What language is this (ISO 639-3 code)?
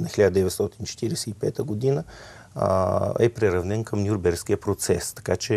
bul